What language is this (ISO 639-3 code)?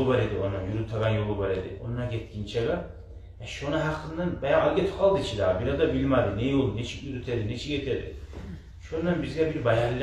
kum